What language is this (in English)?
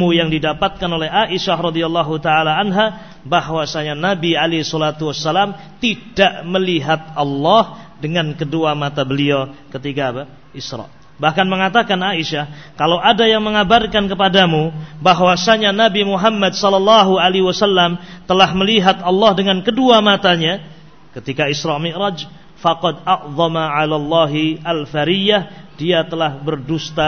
Indonesian